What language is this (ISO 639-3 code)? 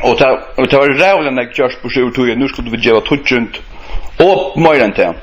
fao